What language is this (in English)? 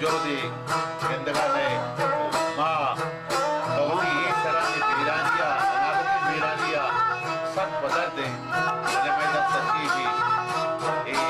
Baluchi